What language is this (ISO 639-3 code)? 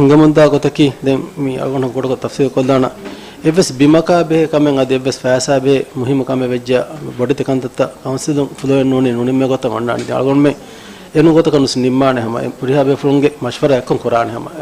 div